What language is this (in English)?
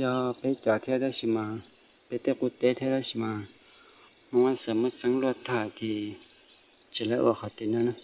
Hmong